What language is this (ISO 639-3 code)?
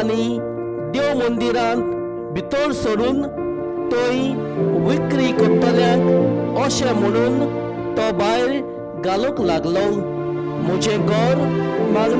kok